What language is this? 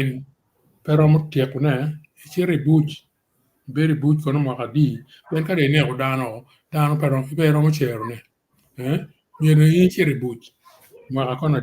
Acoli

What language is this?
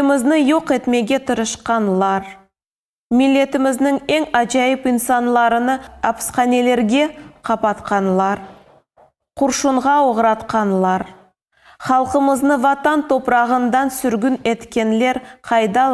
Crimean Tatar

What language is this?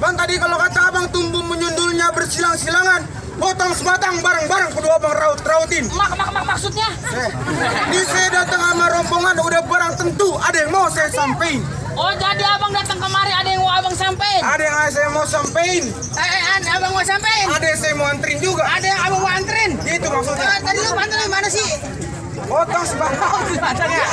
Betawi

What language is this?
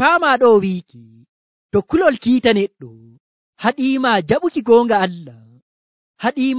Nigerian Fulfulde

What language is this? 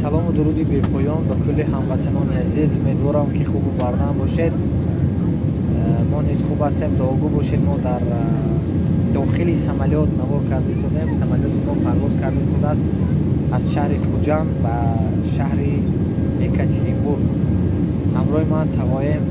Tajik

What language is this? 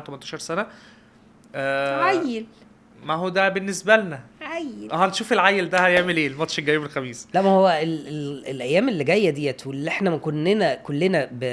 Egyptian Arabic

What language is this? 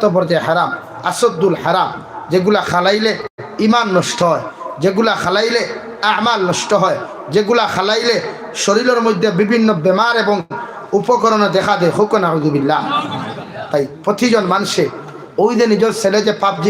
Sylheti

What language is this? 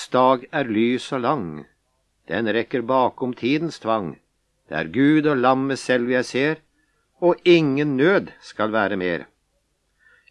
Norwegian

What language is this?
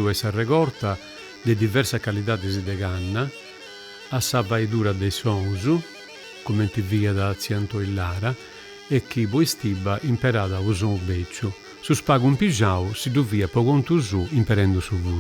Sardinian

